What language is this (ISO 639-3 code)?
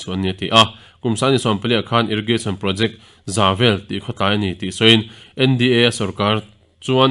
lus